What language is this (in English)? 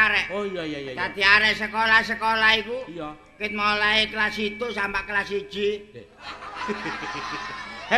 Javanese